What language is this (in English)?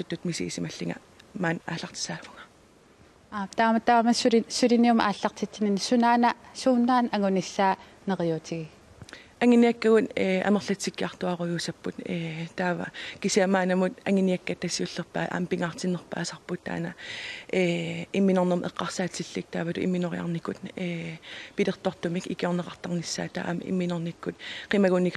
Kalaallisut